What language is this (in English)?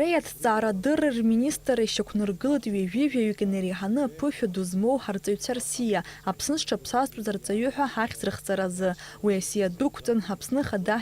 Abkhazian